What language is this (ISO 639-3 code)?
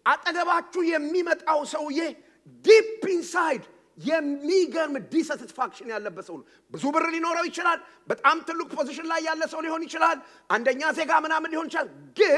amh